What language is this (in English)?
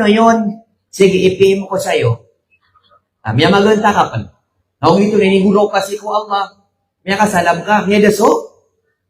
Maranao